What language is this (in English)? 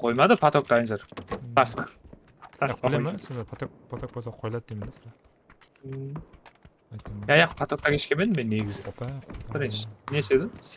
Kara-Kalpak